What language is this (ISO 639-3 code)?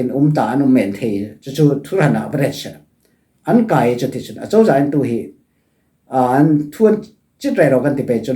cfm